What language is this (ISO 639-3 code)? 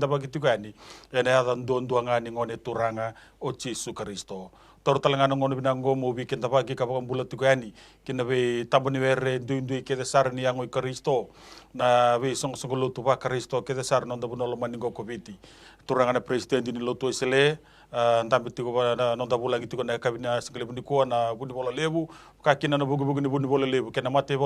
fij